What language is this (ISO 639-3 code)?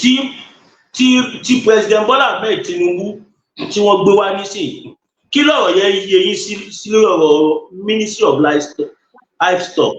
yor